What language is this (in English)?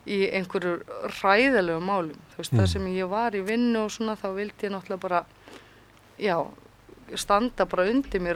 Icelandic